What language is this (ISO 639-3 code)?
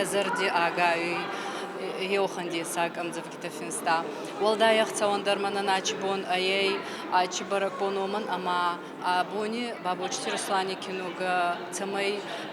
oss